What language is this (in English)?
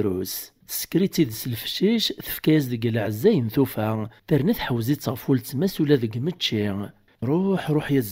Kabyle